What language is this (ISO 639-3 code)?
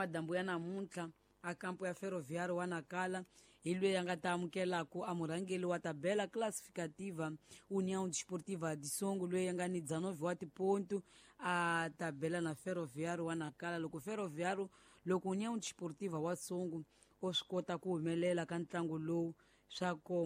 tso